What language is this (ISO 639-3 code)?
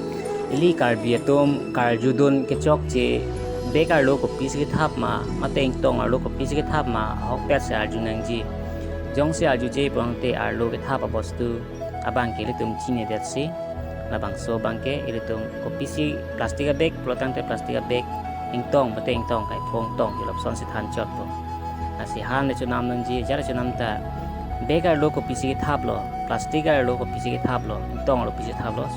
mjw